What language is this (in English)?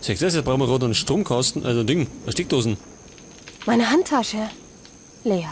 Bavarian